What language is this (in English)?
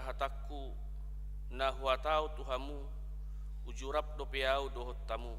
Batak Toba